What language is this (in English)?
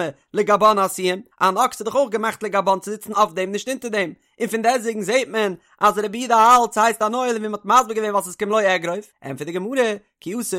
Yiddish